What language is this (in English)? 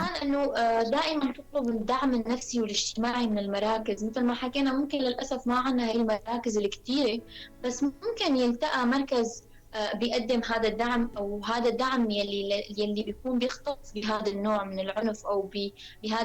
North Levantine Arabic